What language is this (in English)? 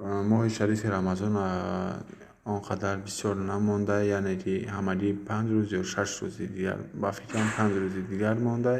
Tajik